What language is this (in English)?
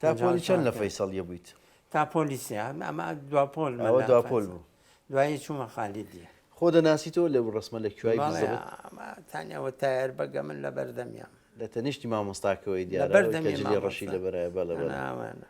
Central Kurdish